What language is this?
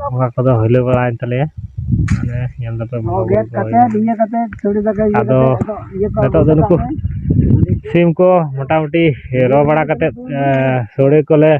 Santali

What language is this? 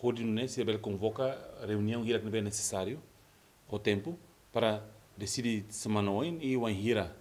Tetum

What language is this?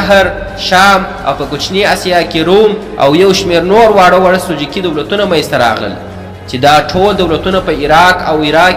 Pashto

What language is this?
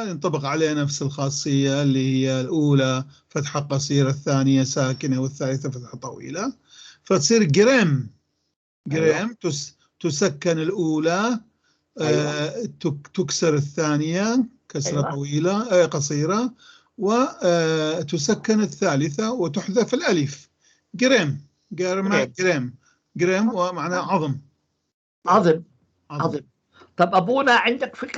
North Levantine Arabic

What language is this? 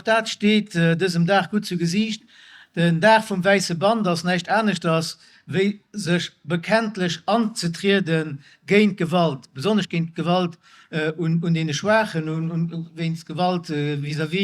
Luxembourgish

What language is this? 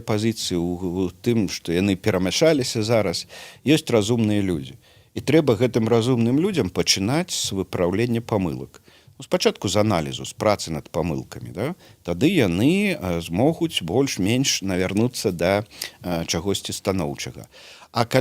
Belarusian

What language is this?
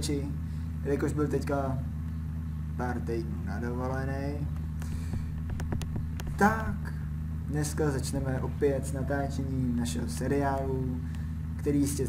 Czech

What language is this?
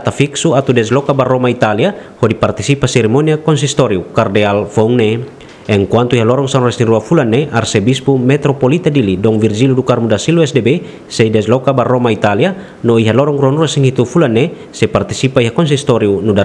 Tetum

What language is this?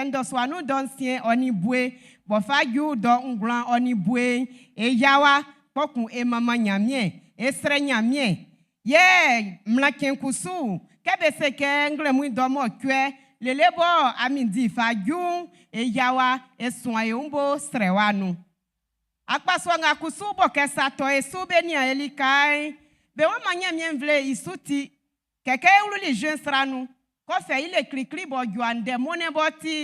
Baoulé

